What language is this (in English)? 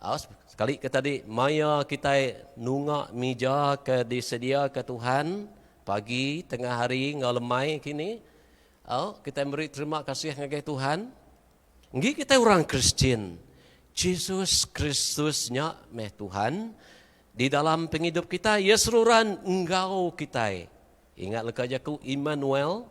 Iban